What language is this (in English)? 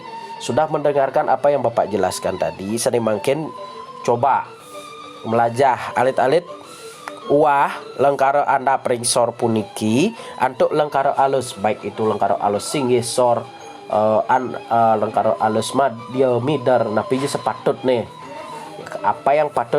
Balinese